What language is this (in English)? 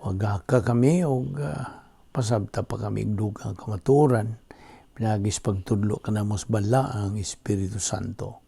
Cebuano